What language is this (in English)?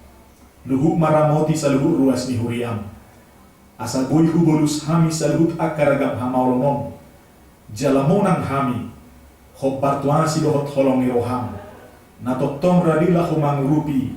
Batak Toba